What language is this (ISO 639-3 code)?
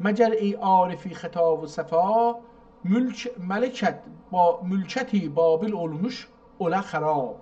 azb